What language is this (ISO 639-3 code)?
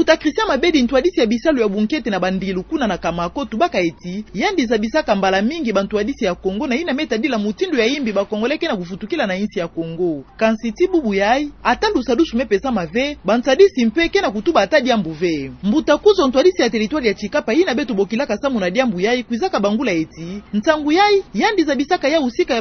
ktu